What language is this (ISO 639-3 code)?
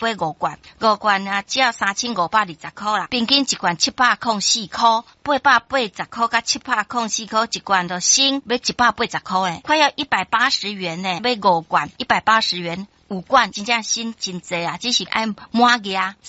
nan